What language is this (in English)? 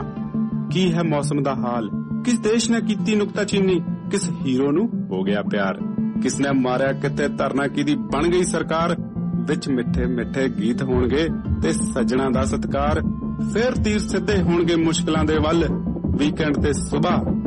Punjabi